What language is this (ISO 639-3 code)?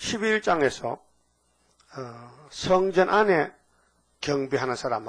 kor